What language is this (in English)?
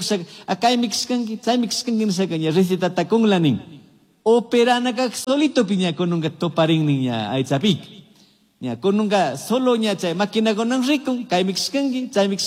Chimborazo Highland Quichua